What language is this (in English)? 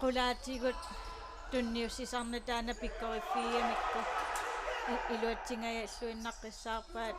Kalaallisut